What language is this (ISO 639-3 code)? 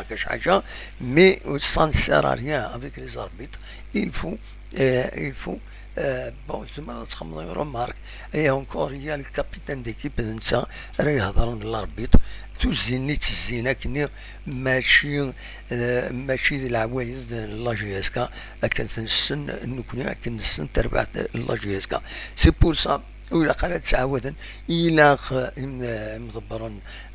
kab